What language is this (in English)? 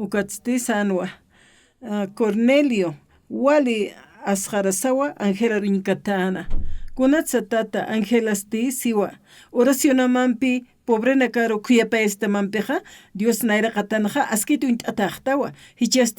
Aymara